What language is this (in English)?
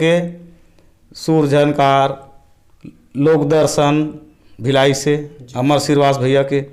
Chhattisgarhi